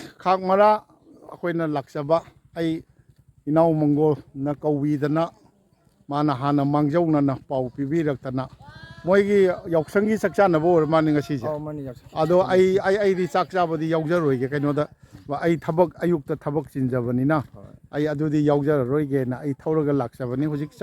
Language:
Manipuri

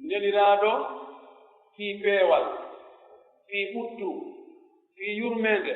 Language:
Pular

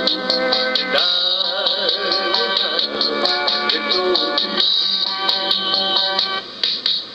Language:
English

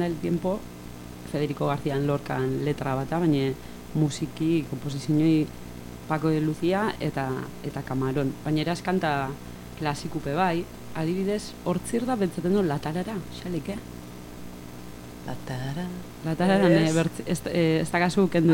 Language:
Basque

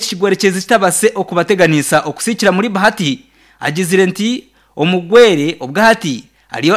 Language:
Nyankole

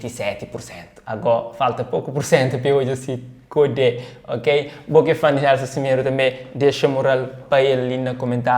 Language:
Kabuverdianu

